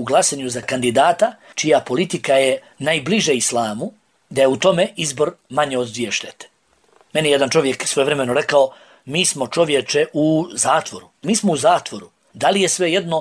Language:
Bosnian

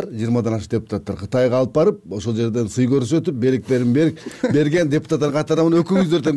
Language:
Kyrgyz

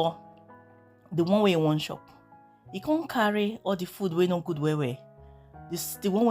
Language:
Nigerian Pidgin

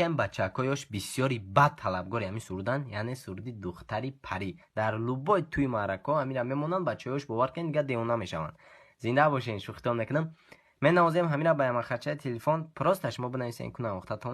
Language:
Tajik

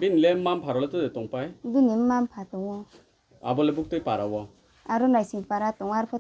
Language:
Riang (India)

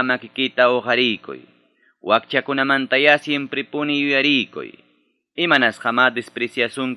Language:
Ayacucho Quechua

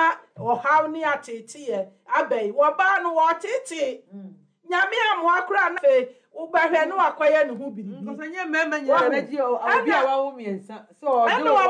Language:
Akan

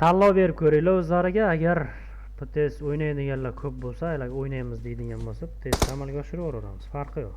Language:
Uzbek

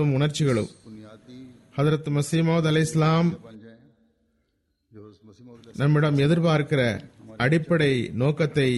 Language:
Tamil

